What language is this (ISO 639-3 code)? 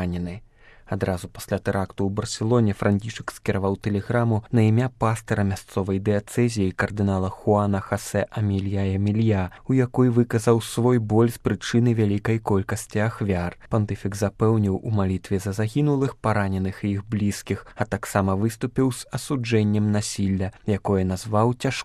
bel